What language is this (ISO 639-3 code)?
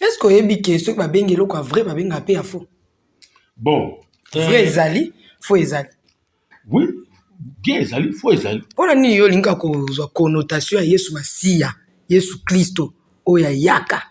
lin